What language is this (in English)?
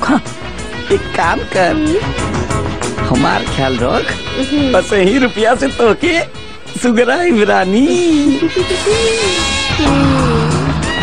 Bhojpuri